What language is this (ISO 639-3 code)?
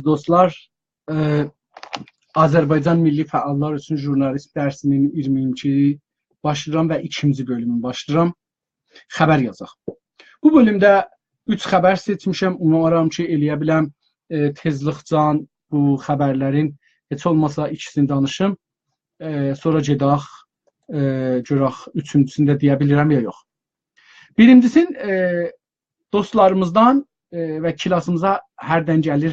azb